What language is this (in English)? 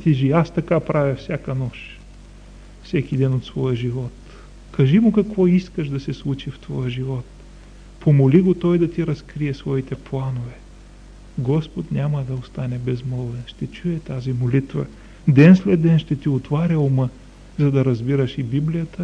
Bulgarian